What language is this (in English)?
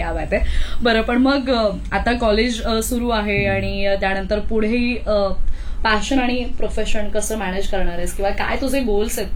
Marathi